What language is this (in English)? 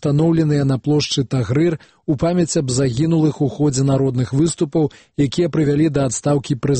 Belarusian